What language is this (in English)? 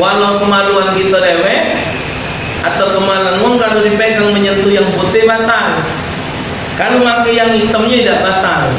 Musi